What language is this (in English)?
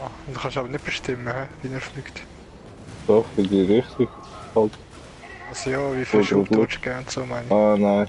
Swiss German